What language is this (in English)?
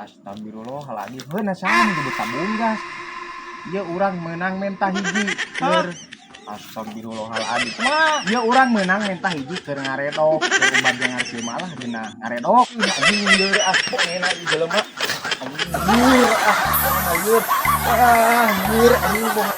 Sundanese